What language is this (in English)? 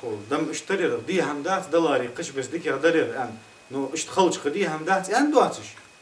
Ingush